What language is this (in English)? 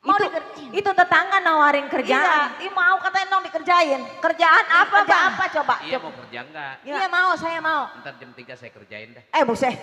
Betawi